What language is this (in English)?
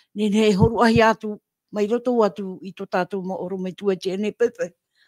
Tahitian